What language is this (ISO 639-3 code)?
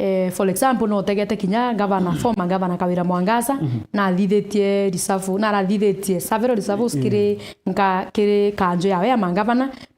mer